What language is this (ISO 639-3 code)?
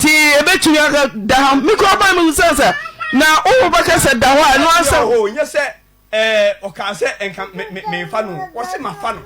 aka